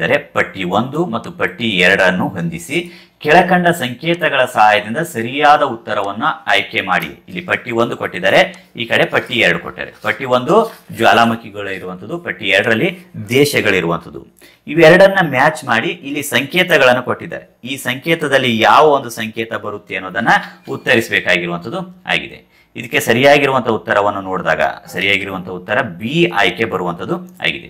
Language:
Kannada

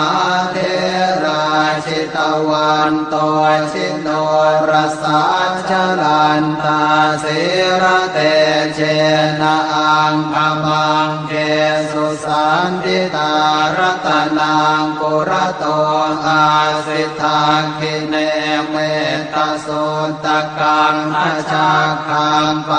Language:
Pali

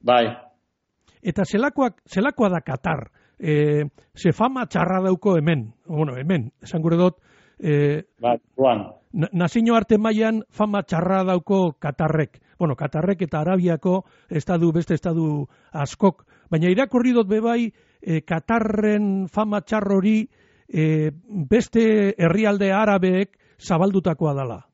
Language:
Basque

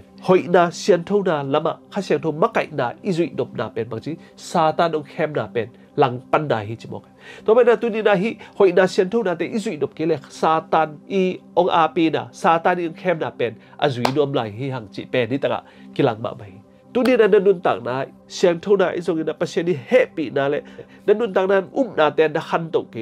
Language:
Tedim Chin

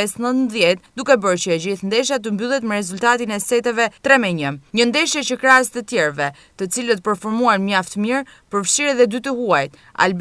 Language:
Albanian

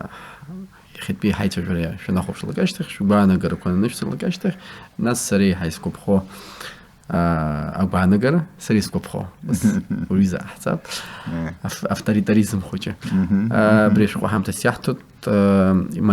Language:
Abkhazian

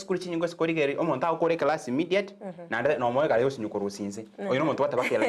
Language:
Gusii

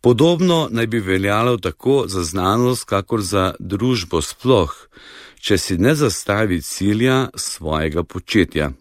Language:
Slovenian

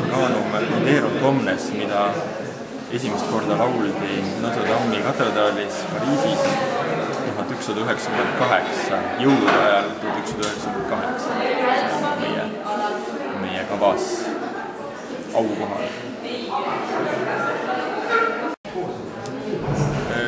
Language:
Estonian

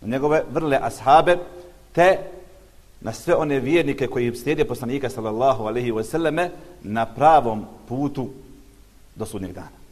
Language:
Bosnian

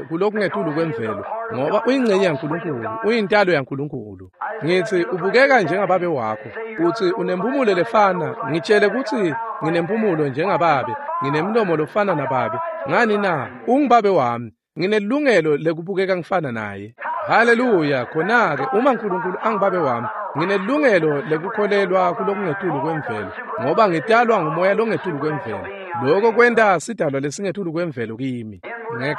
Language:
Swati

